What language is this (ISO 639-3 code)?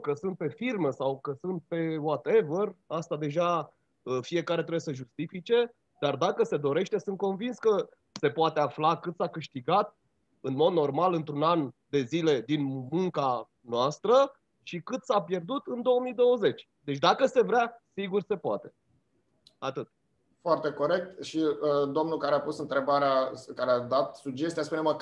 ron